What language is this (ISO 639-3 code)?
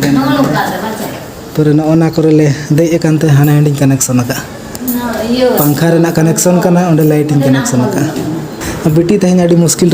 sat